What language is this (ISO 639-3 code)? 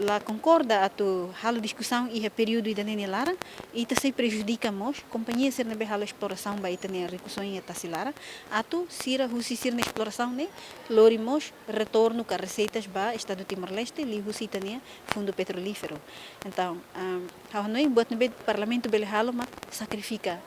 tet